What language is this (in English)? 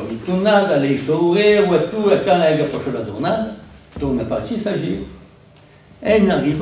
Occitan